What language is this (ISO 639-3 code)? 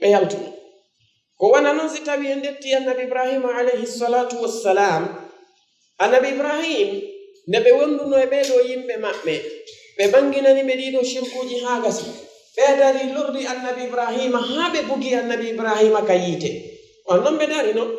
ful